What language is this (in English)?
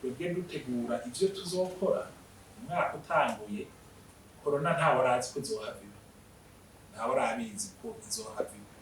Rundi